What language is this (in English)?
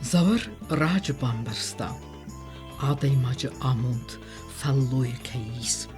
Ossetic